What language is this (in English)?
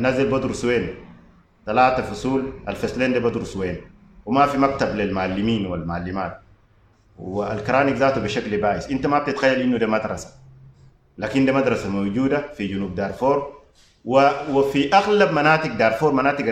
Sudanese Arabic